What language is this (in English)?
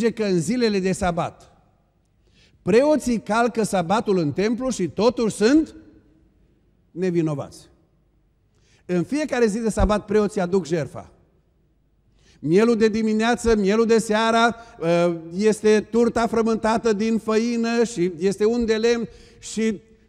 Romanian